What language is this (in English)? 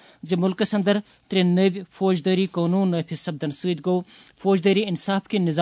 Kashmiri